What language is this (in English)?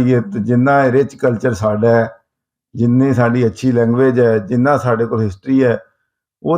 Western Panjabi